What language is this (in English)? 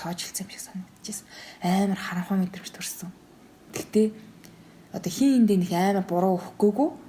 Mongolian